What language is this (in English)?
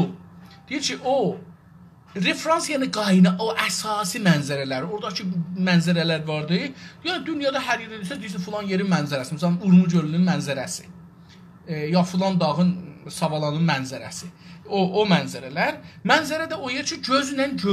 South Azerbaijani